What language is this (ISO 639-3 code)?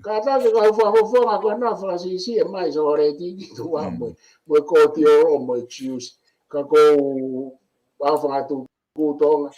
ton